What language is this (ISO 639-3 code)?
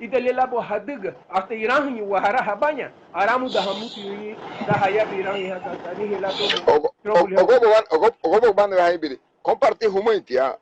cab